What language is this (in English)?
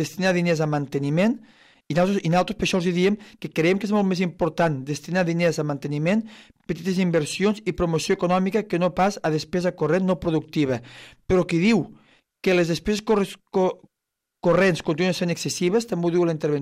Catalan